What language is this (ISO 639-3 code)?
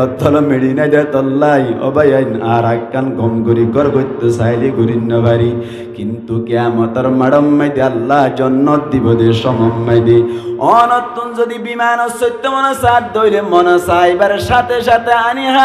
rhg